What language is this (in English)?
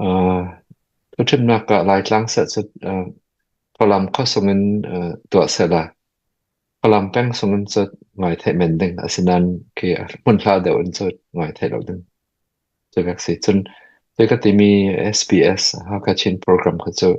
Falam Chin